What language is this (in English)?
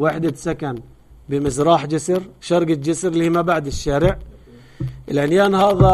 North Levantine Arabic